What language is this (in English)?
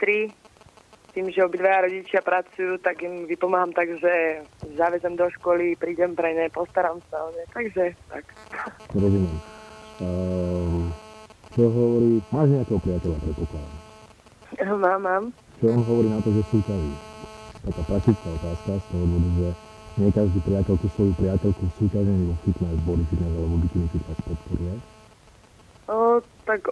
Slovak